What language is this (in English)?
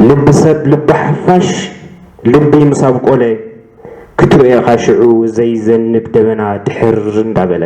Tigrinya